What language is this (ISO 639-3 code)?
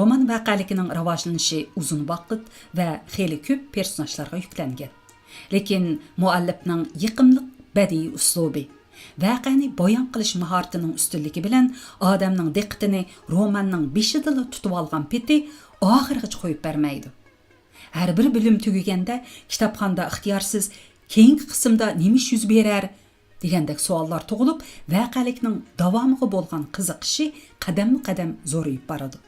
uig